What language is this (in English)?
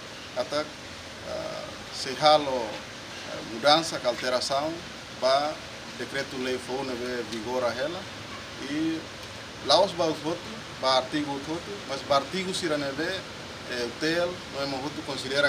Tetum